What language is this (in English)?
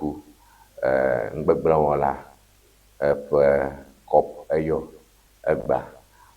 Ewe